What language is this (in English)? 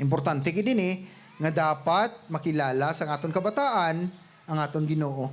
Hiligaynon